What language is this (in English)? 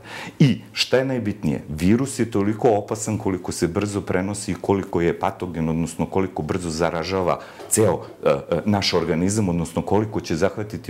Serbian